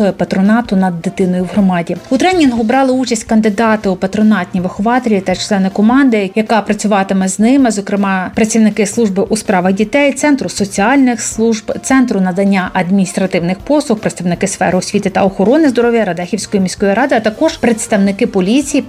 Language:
Ukrainian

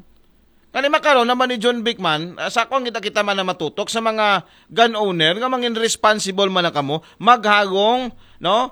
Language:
Aklanon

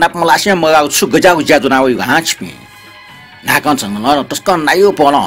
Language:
Newari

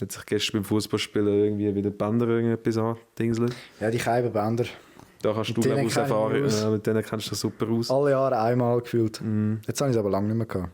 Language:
Swiss German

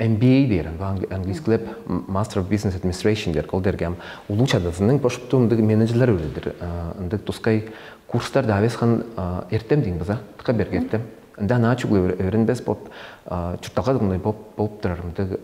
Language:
Tuvinian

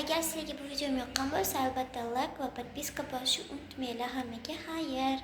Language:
Uzbek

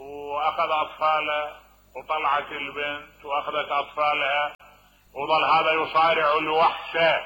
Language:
Mesopotamian Arabic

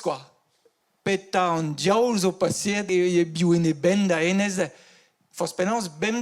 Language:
Breton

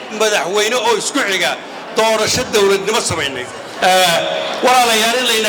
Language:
Somali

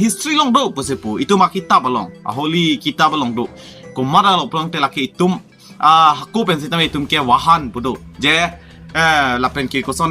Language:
Karbi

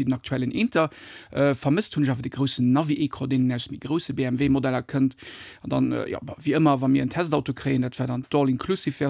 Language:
Luxembourgish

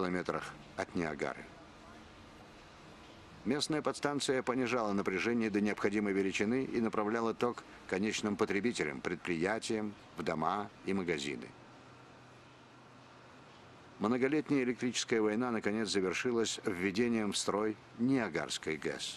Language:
Russian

